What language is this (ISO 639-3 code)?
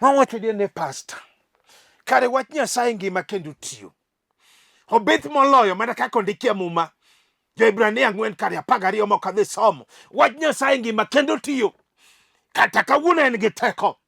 luo